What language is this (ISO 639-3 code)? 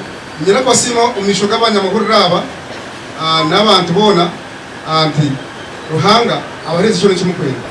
nyn